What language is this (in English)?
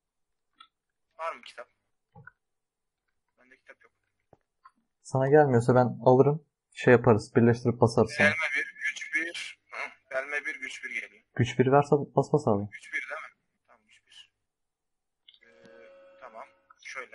Turkish